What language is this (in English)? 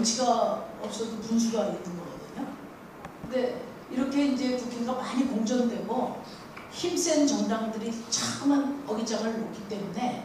Korean